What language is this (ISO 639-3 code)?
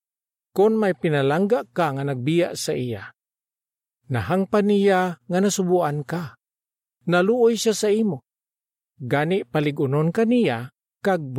hil